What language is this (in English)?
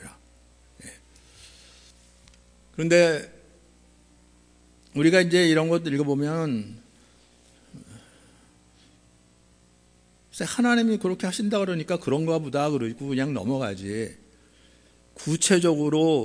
Korean